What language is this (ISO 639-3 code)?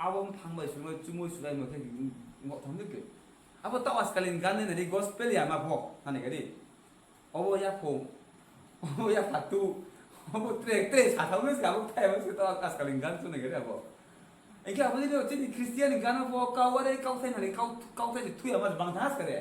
ria